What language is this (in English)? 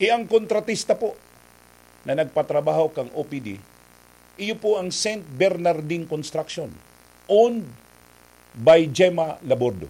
Bikol